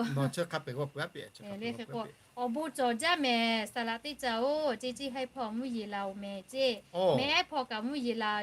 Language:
Lahu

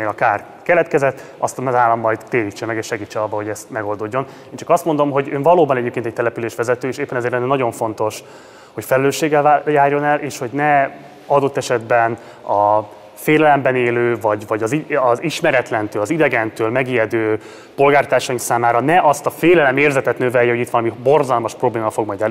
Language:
Hungarian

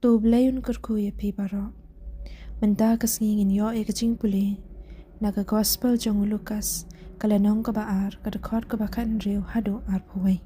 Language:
Khasi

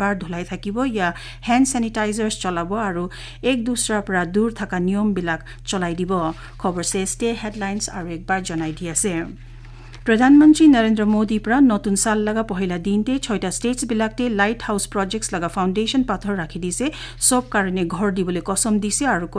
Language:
Naga Pidgin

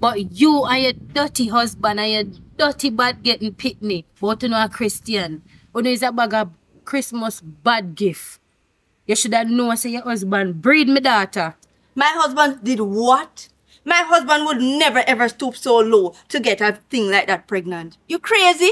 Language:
Jamaican Creole English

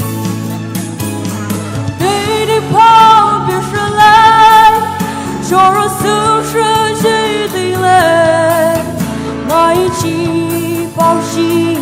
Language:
Poumei Naga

